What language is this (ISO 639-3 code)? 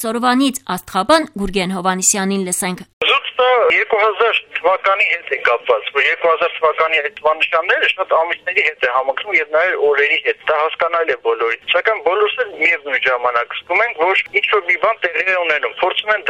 hye